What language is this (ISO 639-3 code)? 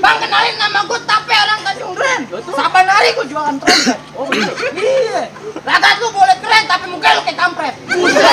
bew